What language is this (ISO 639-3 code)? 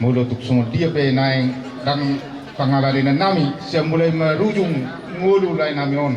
bbc